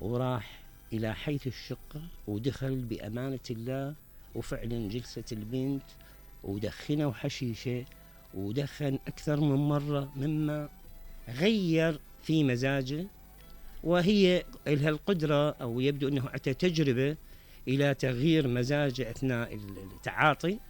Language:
Mesopotamian Arabic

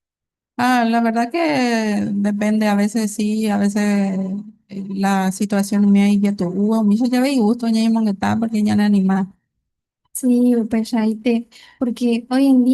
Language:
Guarani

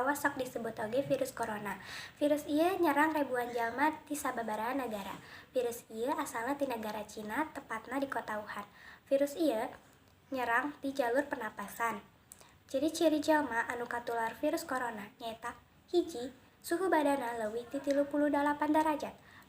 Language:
Sundanese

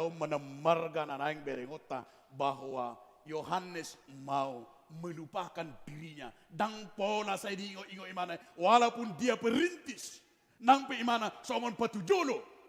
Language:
Batak Toba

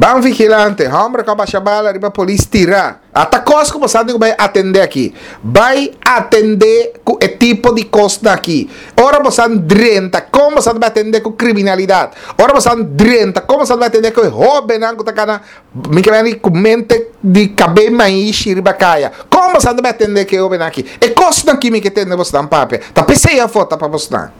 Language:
Papiamento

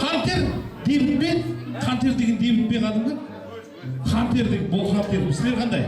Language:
Kara-Kalpak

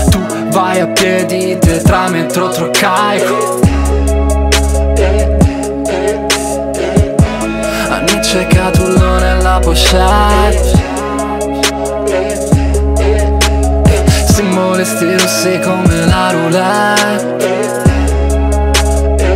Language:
Italian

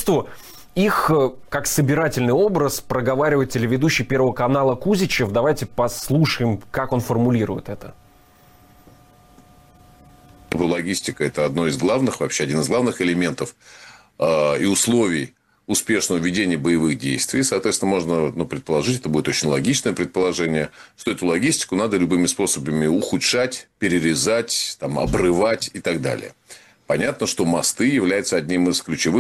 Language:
Russian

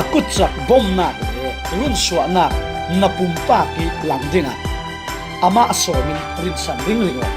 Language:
Falam Chin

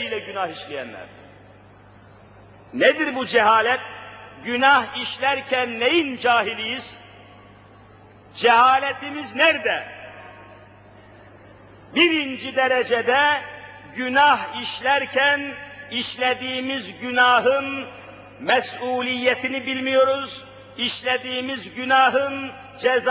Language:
Turkish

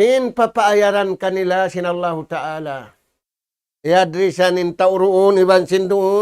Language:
Tausug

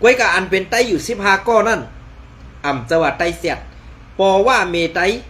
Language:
Shan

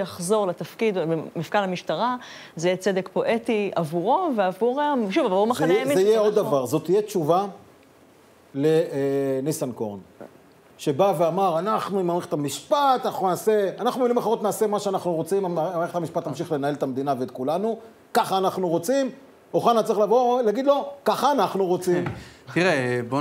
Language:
Hebrew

